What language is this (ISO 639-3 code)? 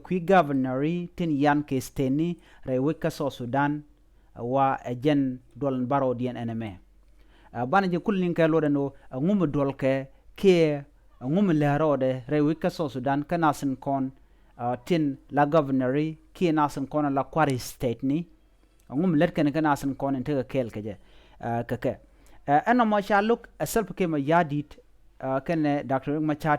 nus